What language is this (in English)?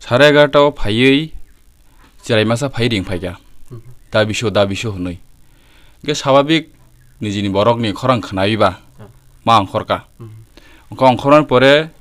Riang (India)